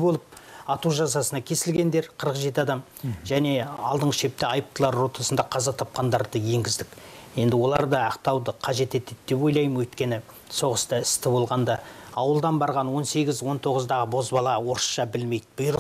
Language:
Kazakh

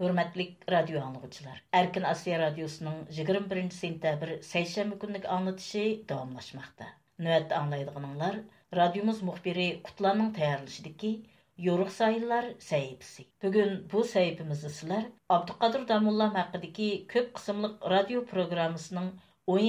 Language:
Uyghur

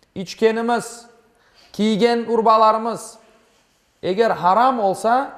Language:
Crimean Tatar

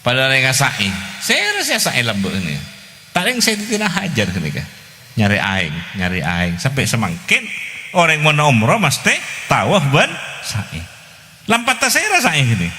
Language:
Madurese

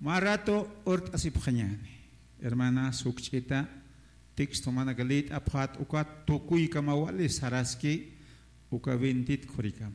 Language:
Aymara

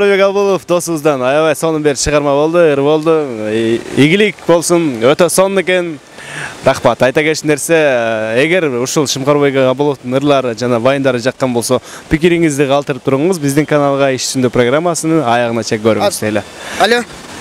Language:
Kyrgyz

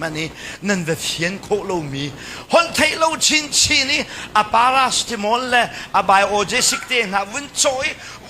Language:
Hakha Chin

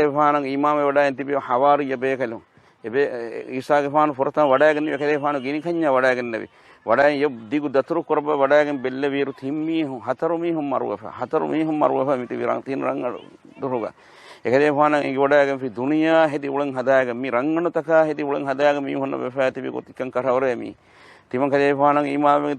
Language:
Divehi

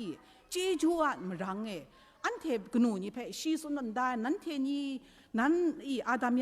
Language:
Kachin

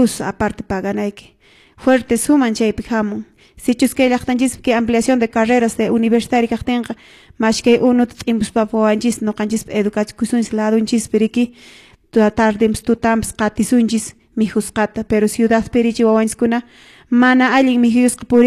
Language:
Quechua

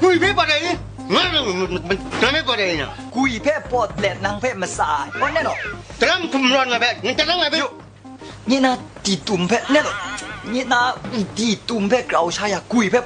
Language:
Kachin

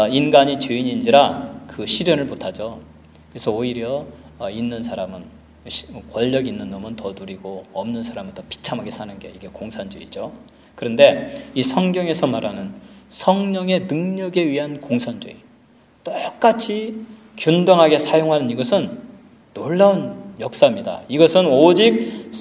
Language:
Korean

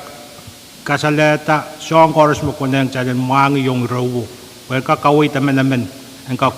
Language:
Pohnpeian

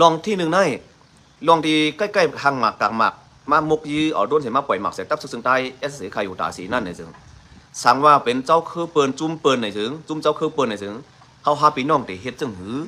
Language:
Shan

